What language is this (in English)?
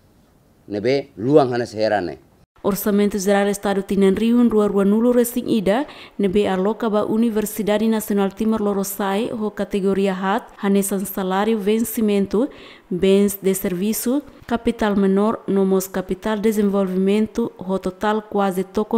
Tetum